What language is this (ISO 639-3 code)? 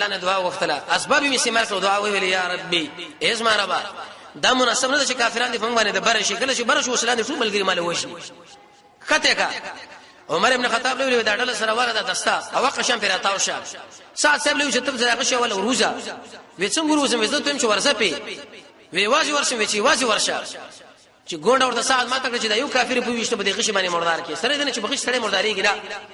pus